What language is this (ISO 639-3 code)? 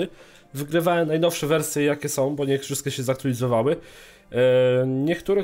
pol